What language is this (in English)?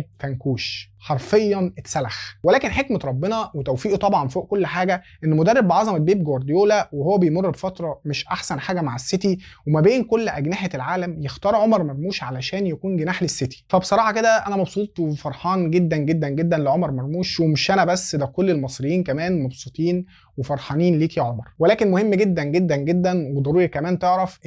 Egyptian Arabic